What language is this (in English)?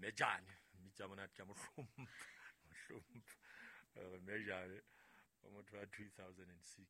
Southern Sotho